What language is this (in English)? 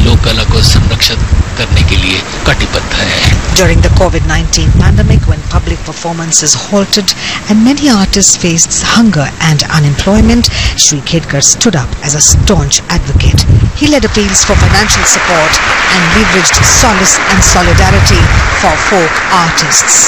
Hindi